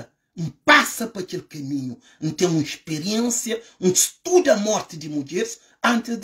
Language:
Kabuverdianu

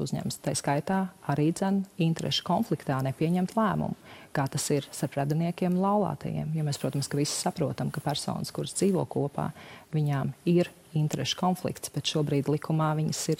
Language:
Latvian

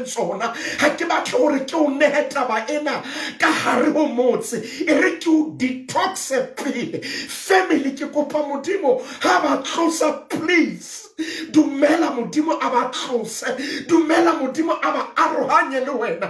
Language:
Southern Sotho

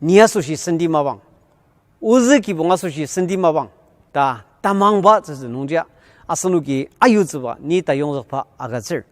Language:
Ao Naga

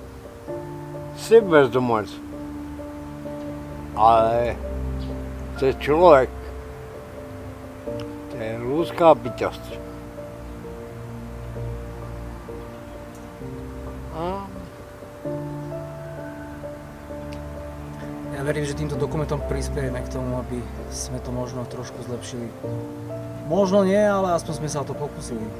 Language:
Slovak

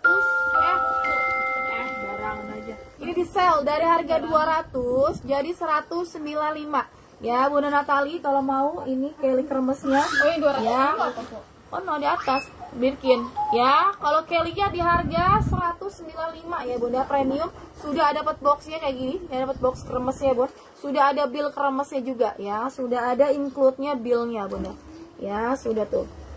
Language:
Indonesian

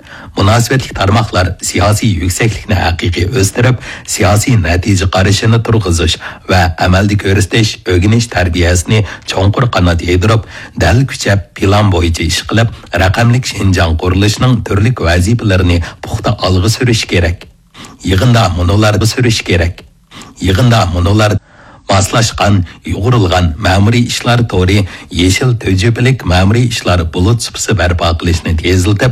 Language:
Uyghur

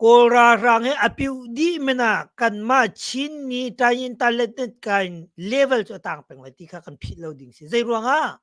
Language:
Hakha Chin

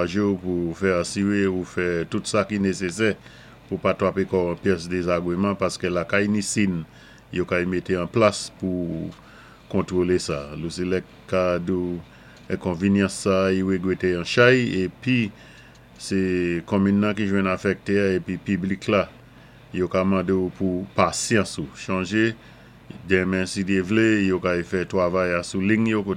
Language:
Saint Lucian Creole French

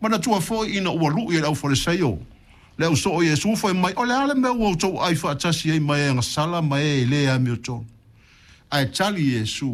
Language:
Samoan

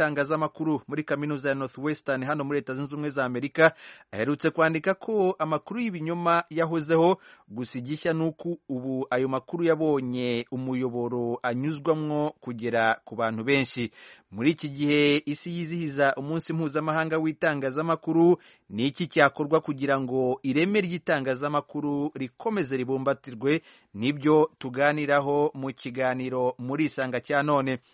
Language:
Kinyarwanda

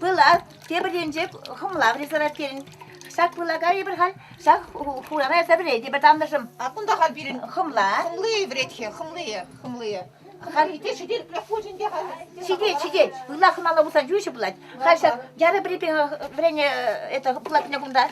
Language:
Chuvash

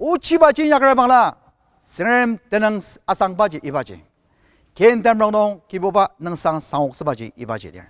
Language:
Ao Naga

